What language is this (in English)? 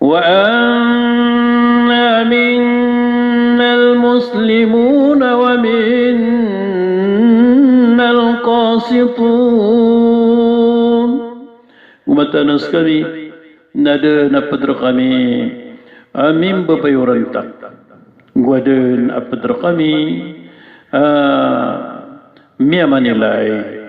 Maranao